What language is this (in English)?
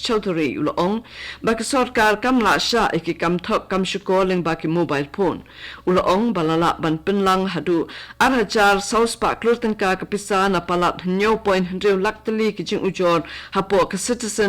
Khasi